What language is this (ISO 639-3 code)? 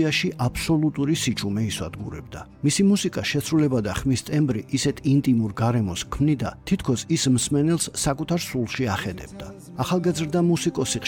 kat